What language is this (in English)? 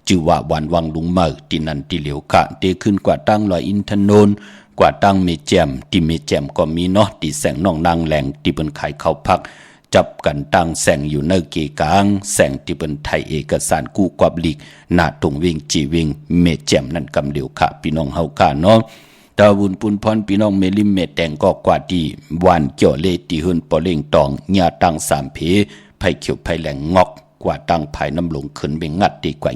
Shan